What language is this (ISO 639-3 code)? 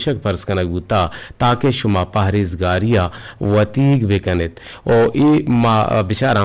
bgp